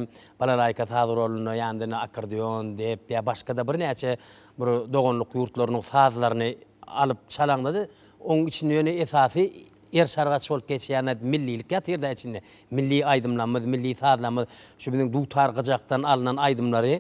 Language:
Turkmen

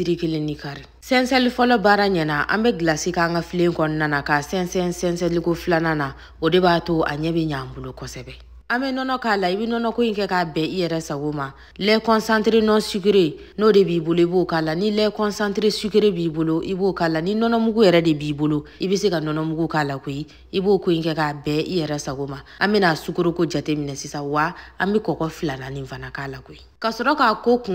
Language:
Bambara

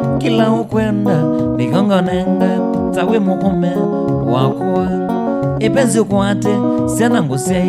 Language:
Kamba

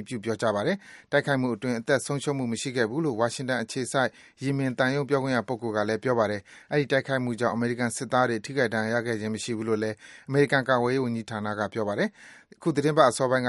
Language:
Burmese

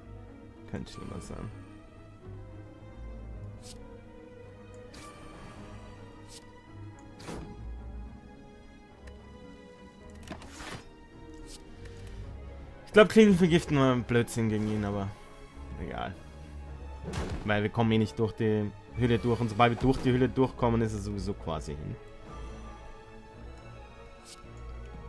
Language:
German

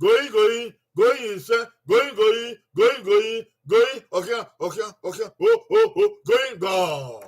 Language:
Bini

